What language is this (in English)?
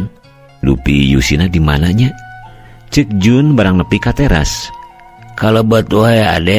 Sundanese